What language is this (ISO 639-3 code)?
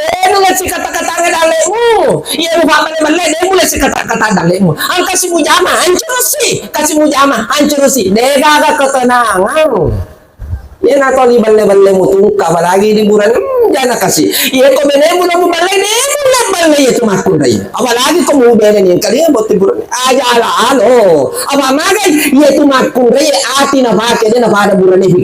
bug